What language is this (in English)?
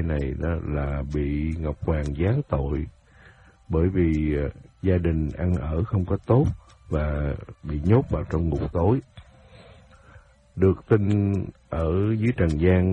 Vietnamese